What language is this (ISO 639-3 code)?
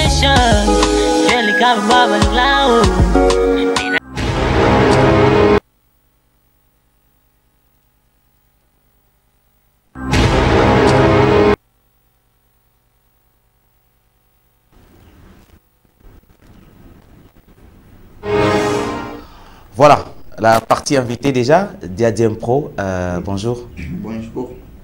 swa